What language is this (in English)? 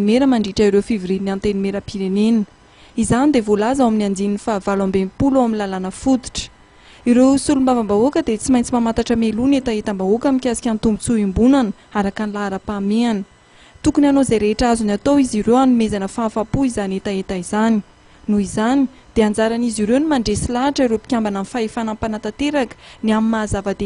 Malagasy